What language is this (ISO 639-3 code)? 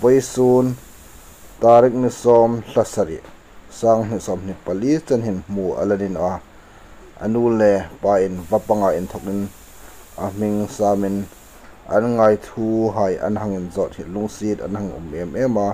hmr